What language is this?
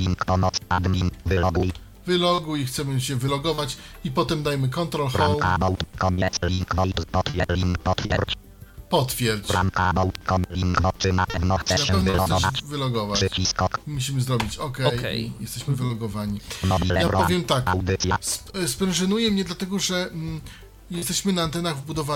Polish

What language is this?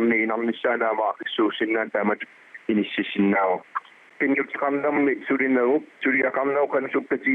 Kalaallisut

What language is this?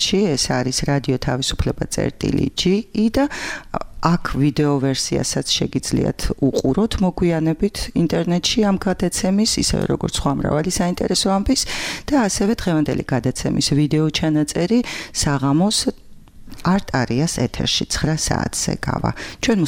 Georgian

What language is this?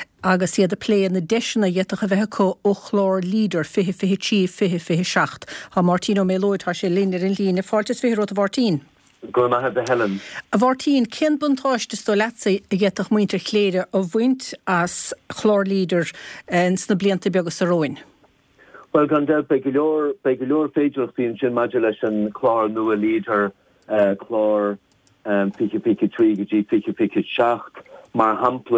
Irish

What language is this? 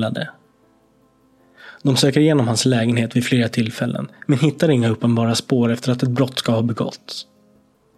Swedish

